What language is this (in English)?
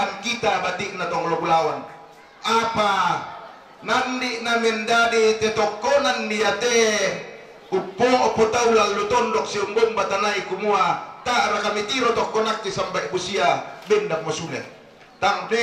Toraja-Sa'dan